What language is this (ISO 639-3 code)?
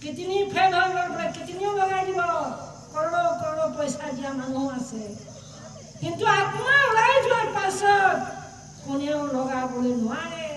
asm